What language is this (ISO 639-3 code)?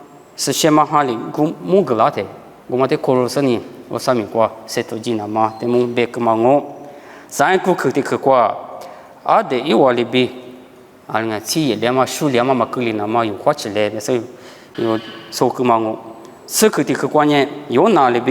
lis